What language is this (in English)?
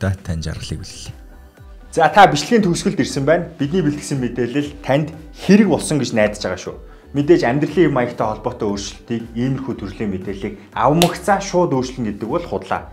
Mongolian